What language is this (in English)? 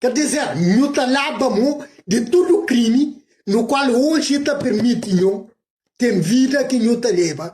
Kabuverdianu